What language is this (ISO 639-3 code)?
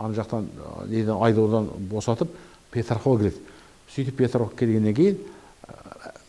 kaz